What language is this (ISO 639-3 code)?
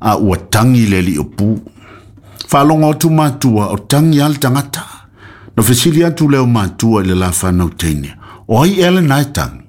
smo